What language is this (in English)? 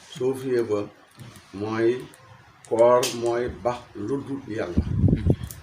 Wolof